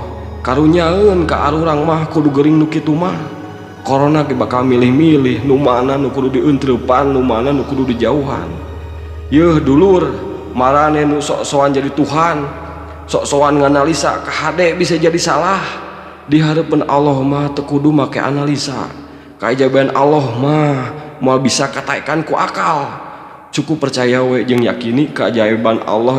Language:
Sundanese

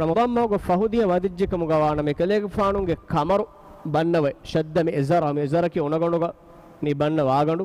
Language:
Divehi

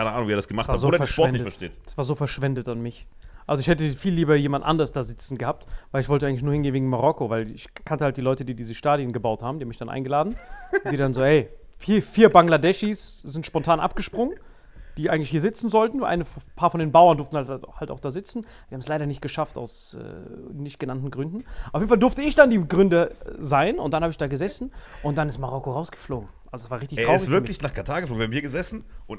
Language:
German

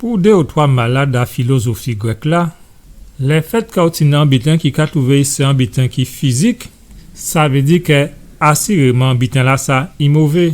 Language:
Guadeloupean Creole French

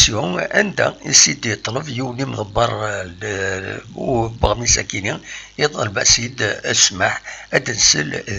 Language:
Kabyle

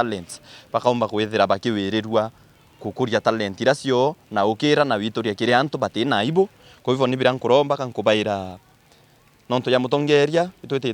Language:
Meru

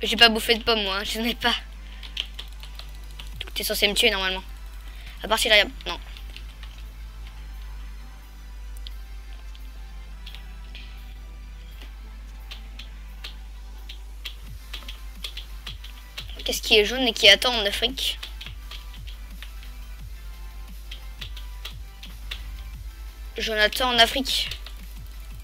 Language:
French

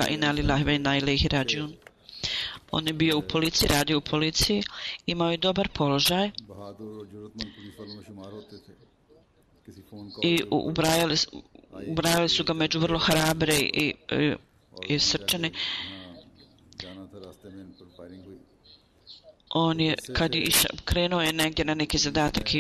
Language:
Bosnian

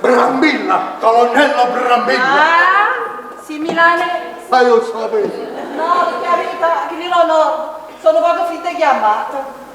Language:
Neapolitan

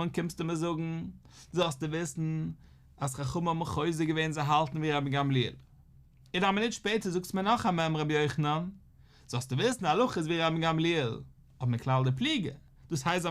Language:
Yiddish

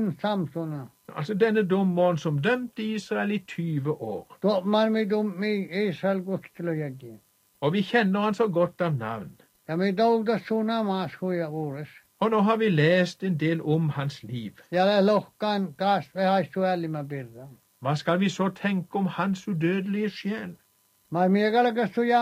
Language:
Norwegian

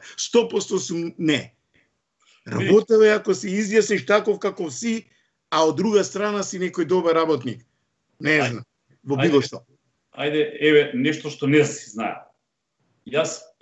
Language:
Macedonian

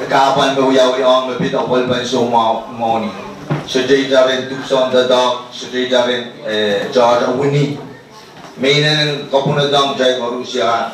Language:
Pohnpeian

